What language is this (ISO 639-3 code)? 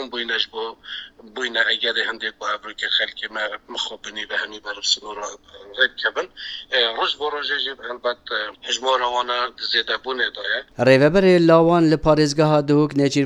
kur